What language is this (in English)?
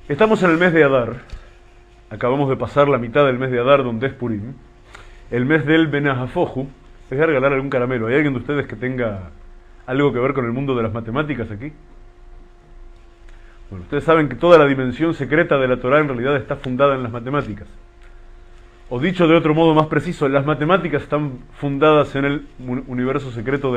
Spanish